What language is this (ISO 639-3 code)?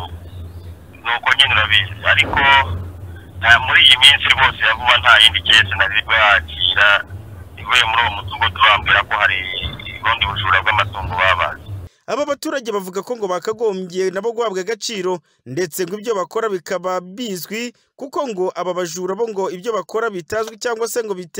kin